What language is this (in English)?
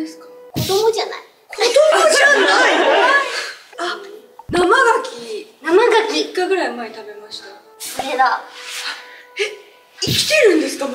Japanese